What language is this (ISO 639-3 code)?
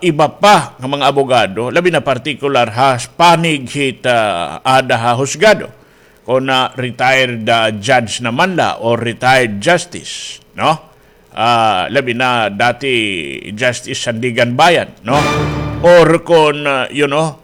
war